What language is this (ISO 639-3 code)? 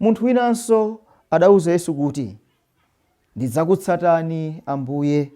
nya